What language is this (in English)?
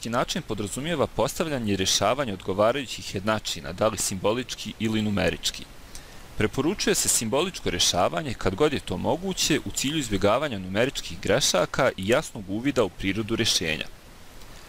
Bosnian